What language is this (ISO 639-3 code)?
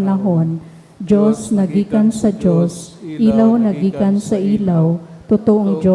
bik